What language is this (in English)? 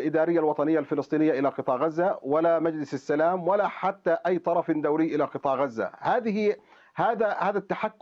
Arabic